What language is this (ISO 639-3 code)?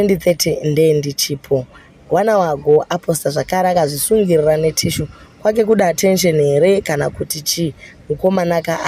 sna